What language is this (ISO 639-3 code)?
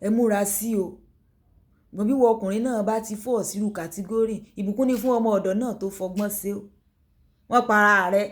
yor